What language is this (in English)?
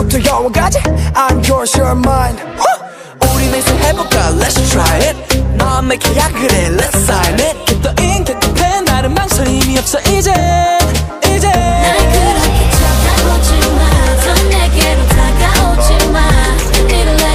Korean